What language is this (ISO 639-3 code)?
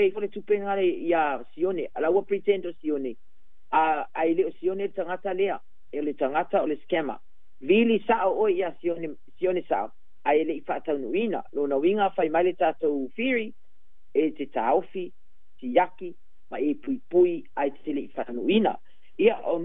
smo